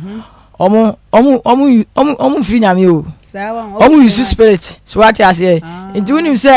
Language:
Akan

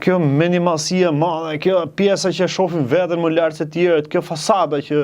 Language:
Albanian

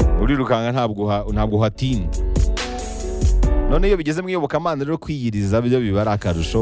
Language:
Kinyarwanda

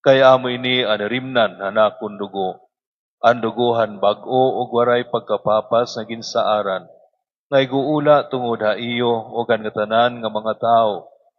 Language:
Waray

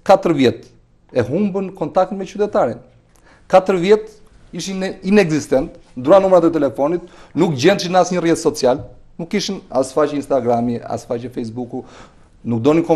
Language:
Albanian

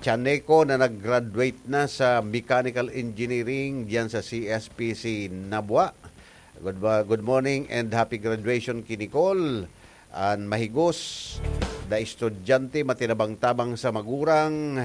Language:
Bikol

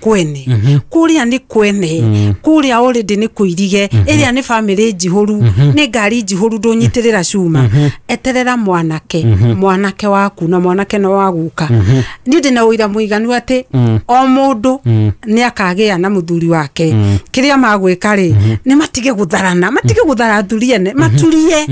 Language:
Kikuyu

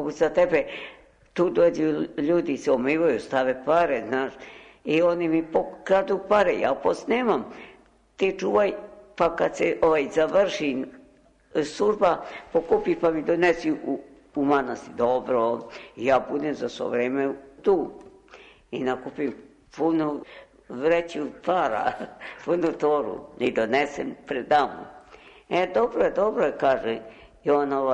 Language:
Serbian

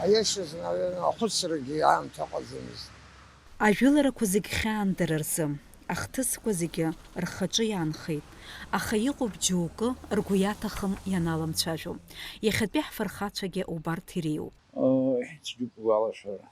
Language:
Abkhazian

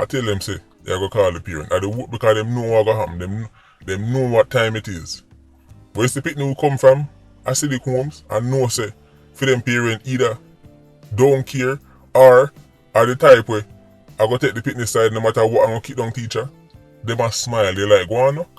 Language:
Jamaican Creole English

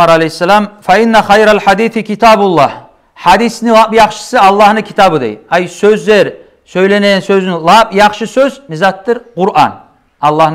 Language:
Kumyk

